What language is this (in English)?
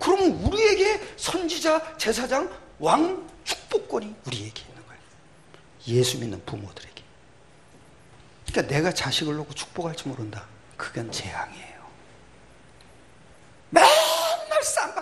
Korean